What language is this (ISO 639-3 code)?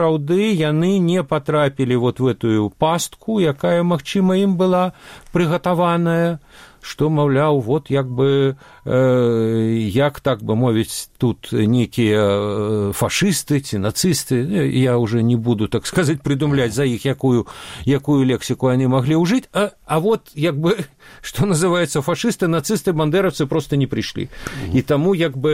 bel